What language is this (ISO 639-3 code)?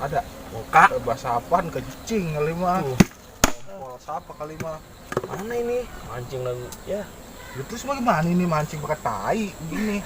bew